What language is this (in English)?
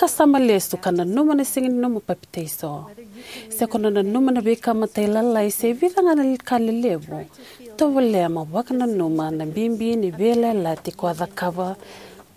Fijian